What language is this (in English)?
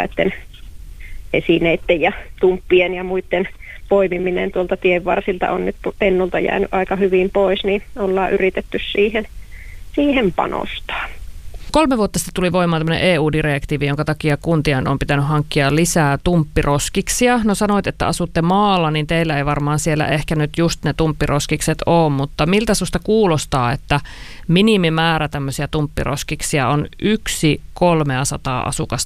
Finnish